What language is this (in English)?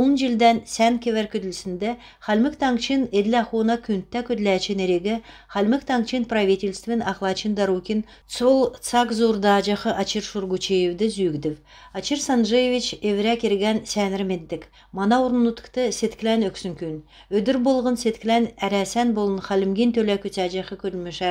Kalmyk